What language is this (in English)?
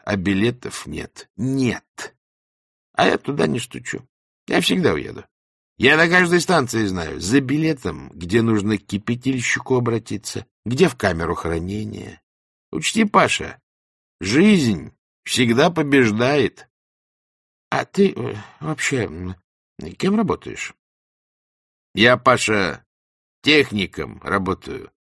Russian